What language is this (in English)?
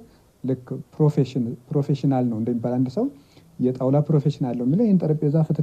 Amharic